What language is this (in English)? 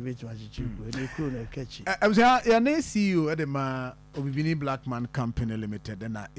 Akan